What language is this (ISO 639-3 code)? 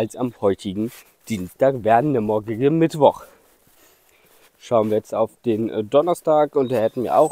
deu